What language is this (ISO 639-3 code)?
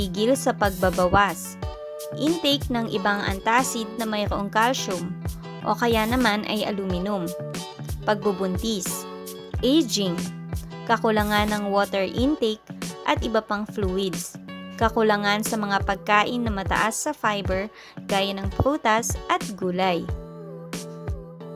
fil